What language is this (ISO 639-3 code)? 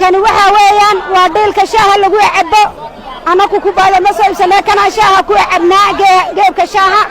som